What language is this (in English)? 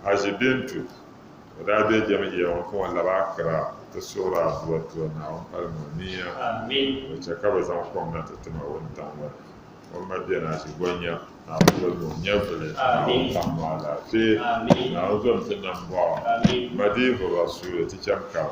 Dagbani